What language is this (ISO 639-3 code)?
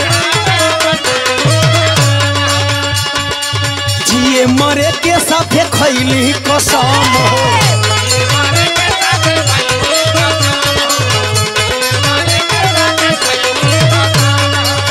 bho